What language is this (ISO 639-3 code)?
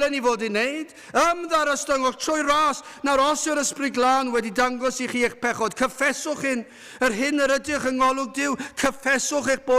cym